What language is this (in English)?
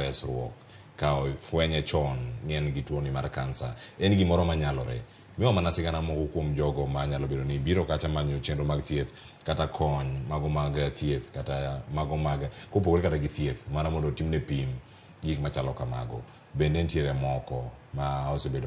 Luo (Kenya and Tanzania)